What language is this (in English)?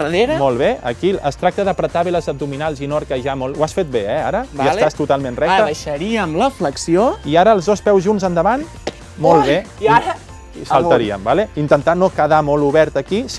Catalan